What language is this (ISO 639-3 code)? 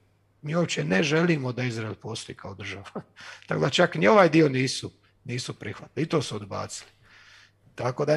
hrv